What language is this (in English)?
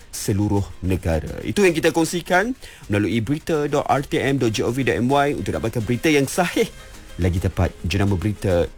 Malay